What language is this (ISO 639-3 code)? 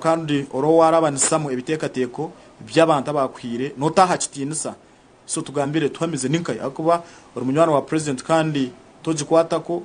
nyn